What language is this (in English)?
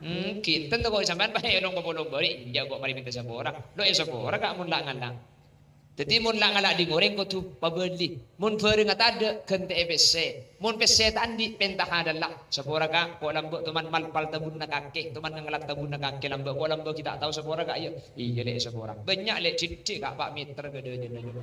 Madurese